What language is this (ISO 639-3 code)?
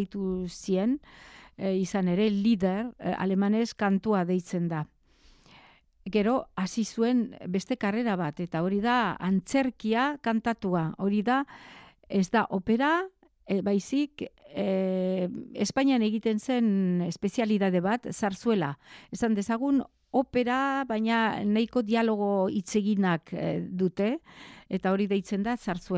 eus